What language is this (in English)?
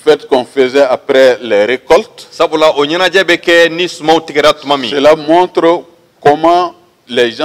Bambara